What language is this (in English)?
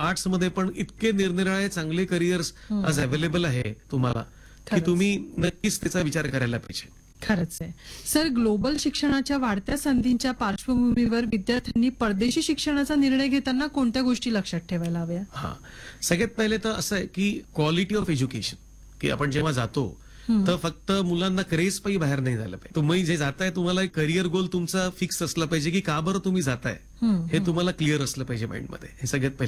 Marathi